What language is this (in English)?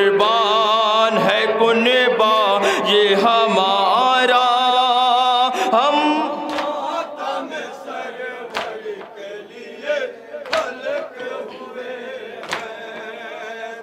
Urdu